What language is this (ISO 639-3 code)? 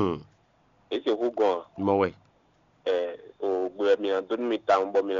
fon